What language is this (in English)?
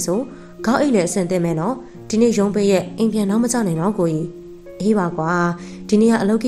Burmese